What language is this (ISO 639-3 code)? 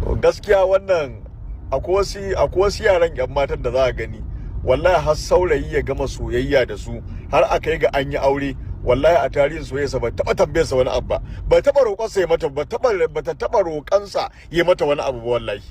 hau